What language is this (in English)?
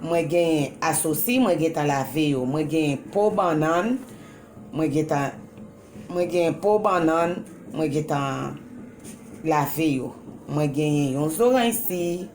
Haitian Creole